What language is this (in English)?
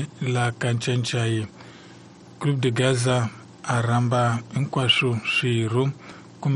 Tsonga